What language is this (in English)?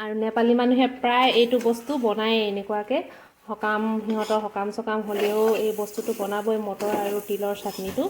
Assamese